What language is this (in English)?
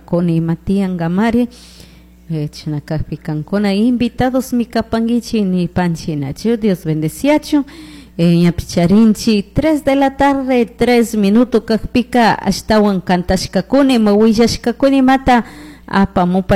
Chimborazo Highland Quichua